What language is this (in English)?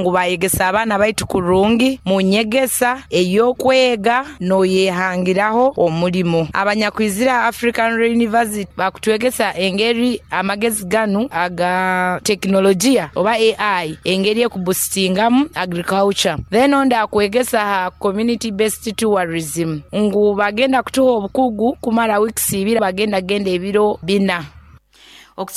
Nyoro